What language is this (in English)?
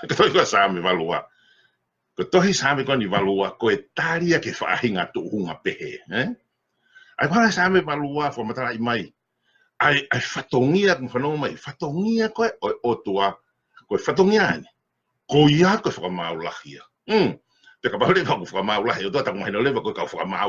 Tongan